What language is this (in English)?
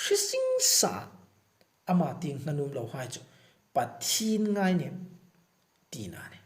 Hmar